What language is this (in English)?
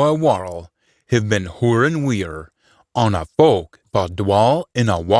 Scots